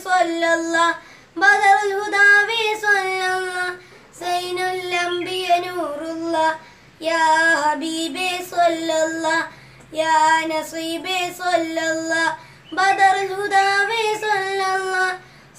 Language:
Malayalam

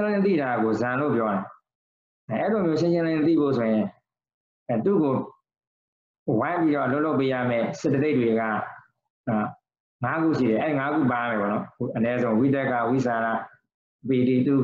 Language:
Burmese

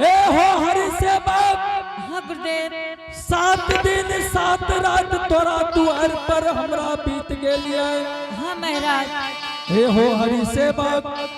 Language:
Angika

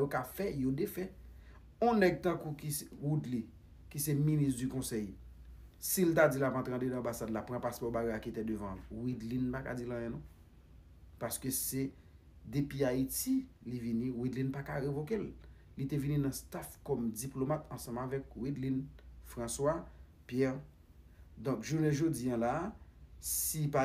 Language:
Haitian Creole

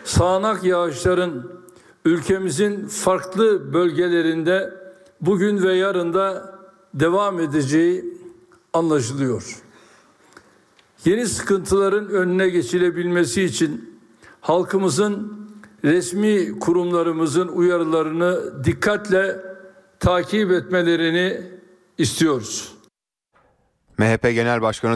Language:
Turkish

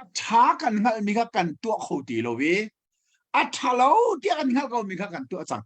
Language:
Hakha Chin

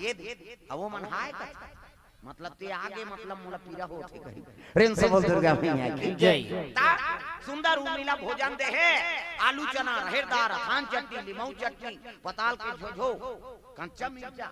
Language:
Chhattisgarhi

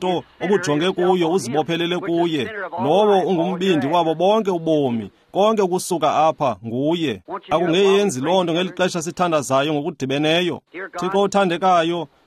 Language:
Xhosa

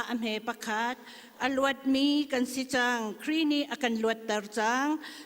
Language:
Hakha Chin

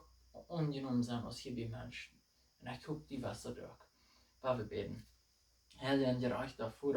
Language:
Plautdietsch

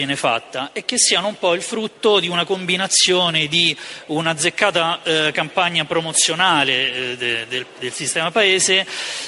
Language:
Italian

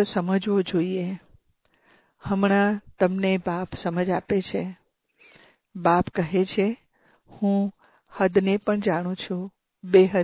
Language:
Gujarati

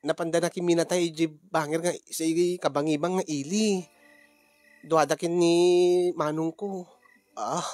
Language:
Iloko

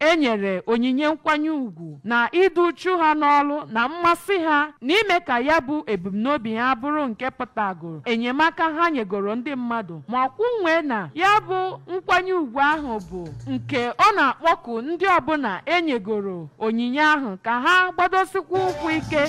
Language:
Igbo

